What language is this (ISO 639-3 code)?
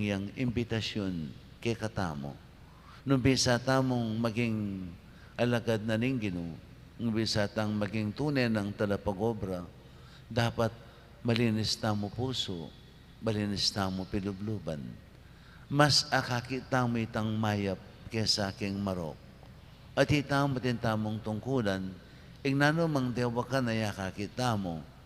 pam